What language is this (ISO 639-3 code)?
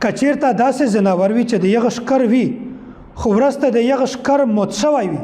pus